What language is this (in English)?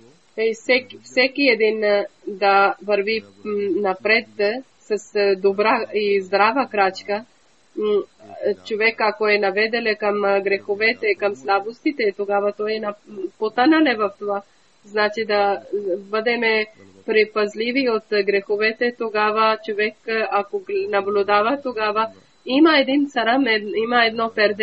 Bulgarian